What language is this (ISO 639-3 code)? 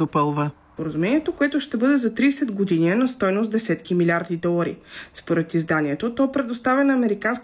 bul